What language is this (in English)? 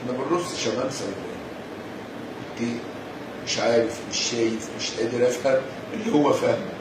Egyptian Arabic